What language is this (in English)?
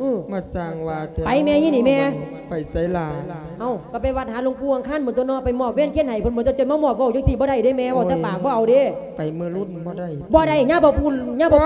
Lao